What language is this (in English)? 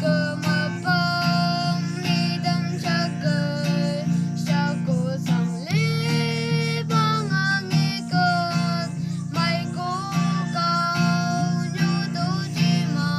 Chang Naga